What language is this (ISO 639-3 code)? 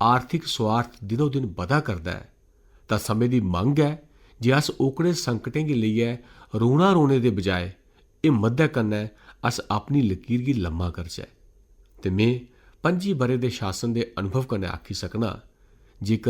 doi